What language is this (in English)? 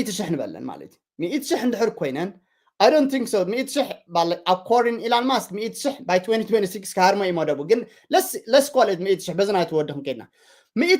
Tigrinya